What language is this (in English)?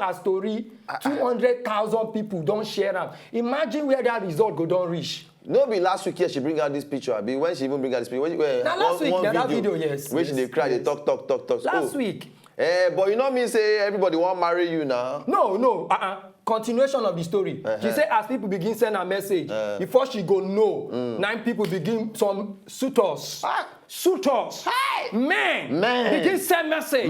Nigerian Pidgin